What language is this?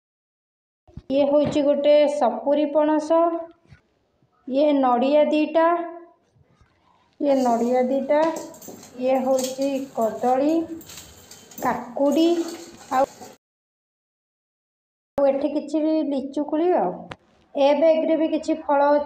Odia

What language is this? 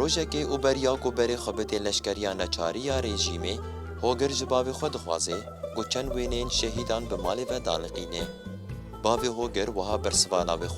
Kurdish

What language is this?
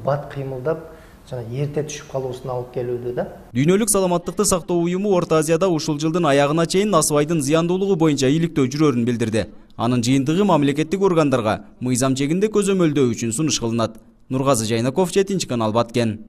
Kyrgyz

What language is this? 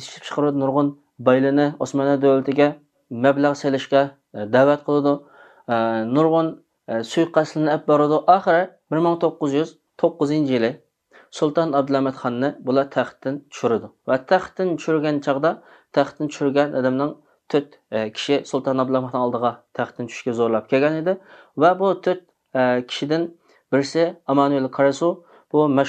Uyghur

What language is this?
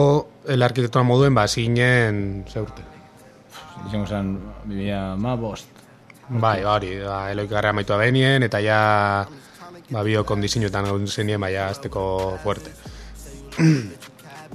Basque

